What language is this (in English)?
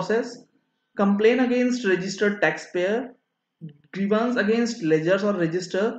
Hindi